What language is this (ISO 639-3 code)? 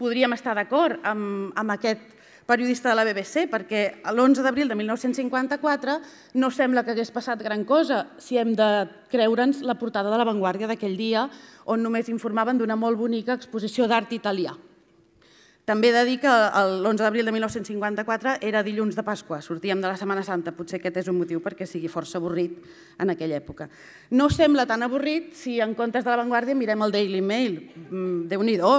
cat